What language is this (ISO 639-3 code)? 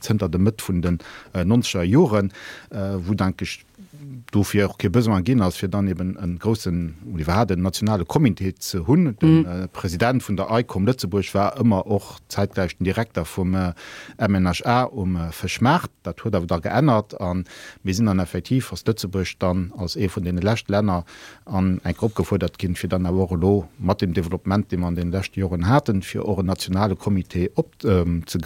ltz